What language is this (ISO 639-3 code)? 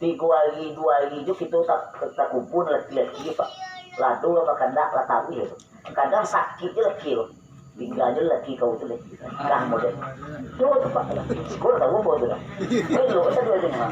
min